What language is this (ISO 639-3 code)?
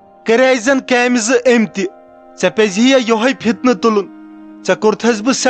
kas